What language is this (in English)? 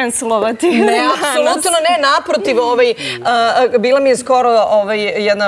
Serbian